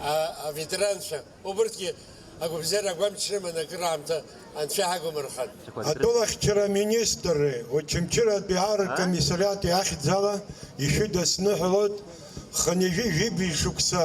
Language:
Abkhazian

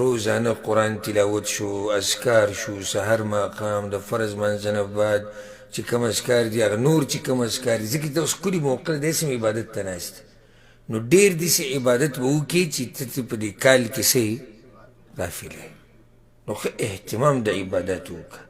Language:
Pashto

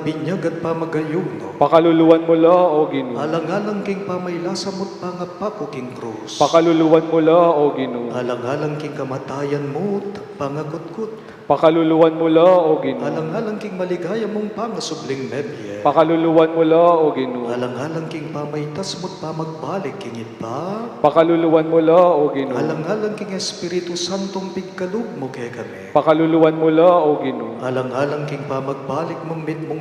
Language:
Pampanga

